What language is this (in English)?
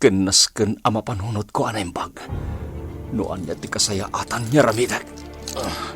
Iloko